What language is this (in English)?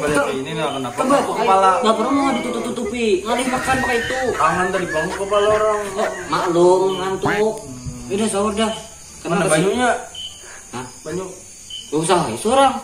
Banjar